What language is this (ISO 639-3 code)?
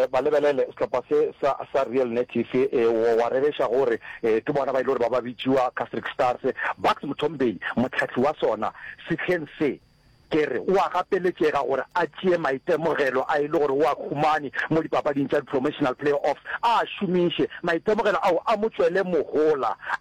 nso